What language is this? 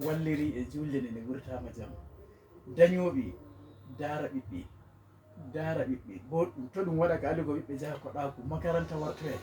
Fula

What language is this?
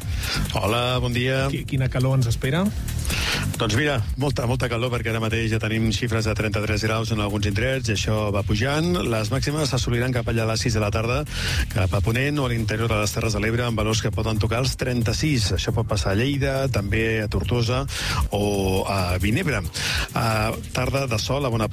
Catalan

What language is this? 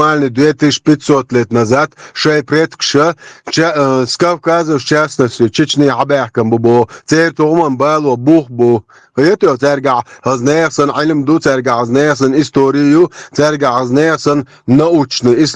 Chechen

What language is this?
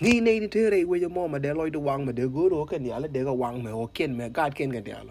Nuer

